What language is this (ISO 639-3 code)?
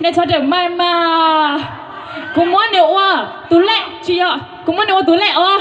hmn